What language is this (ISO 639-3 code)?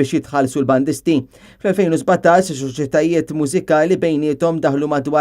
mlt